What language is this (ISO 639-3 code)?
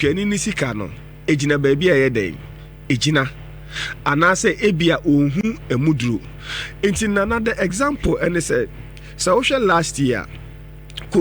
aka